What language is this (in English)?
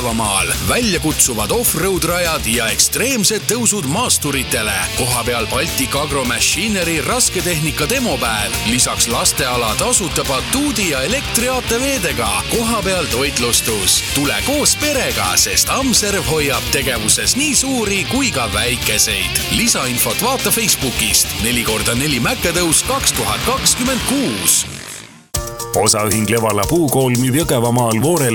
Estonian